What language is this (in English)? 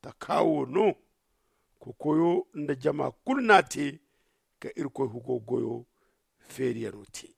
Zarma